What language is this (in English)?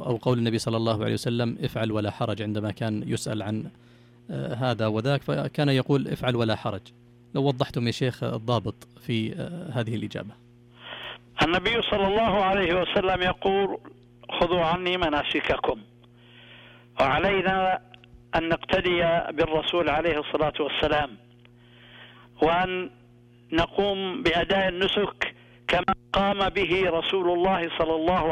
Arabic